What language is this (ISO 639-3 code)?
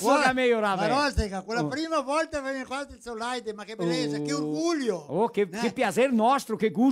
vec